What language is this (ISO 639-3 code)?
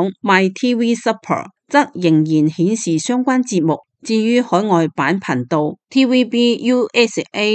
yue